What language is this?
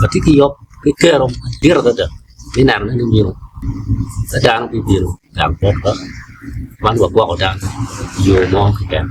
Acoli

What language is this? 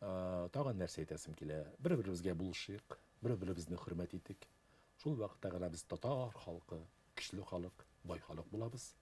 Tatar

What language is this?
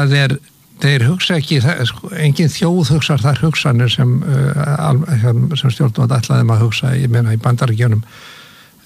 Icelandic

